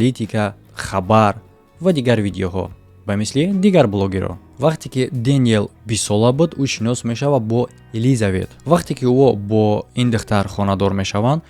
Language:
Tajik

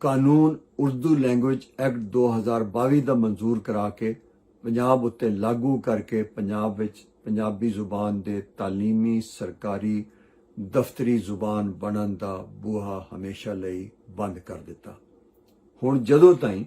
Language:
Western Panjabi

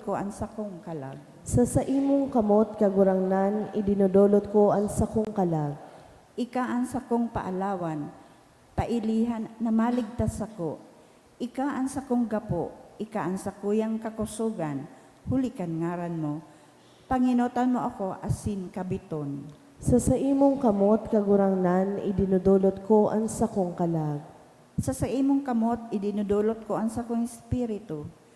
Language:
Bikol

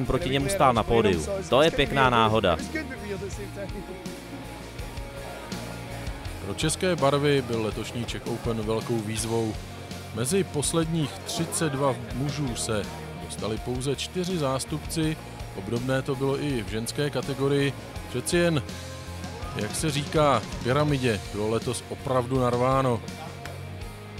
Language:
Czech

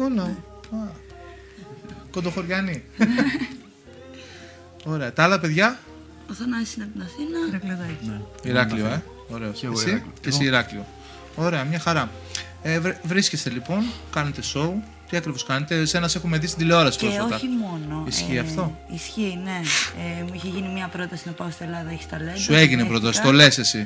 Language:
Greek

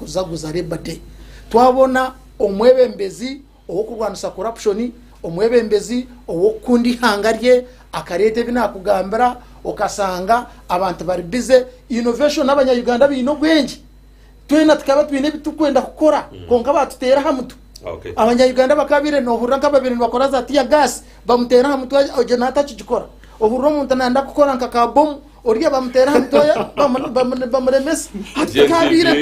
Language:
Nyankole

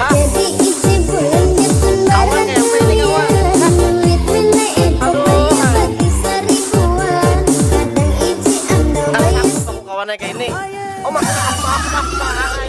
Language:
Banjar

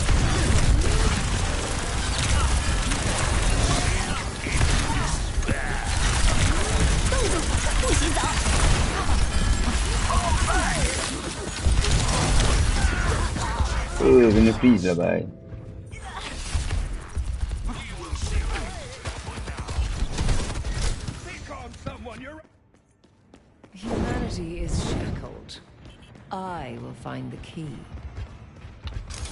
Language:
Malay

